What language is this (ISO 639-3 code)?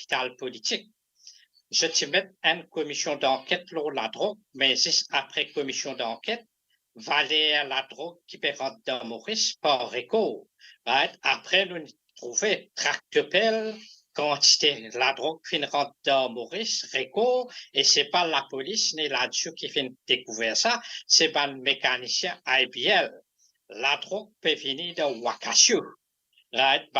mfe